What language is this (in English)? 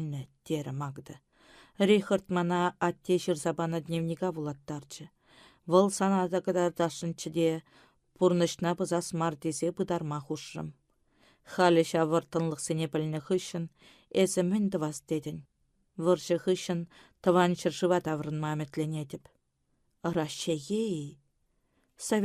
Chuvash